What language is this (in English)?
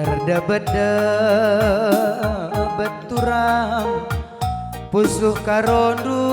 Batak Karo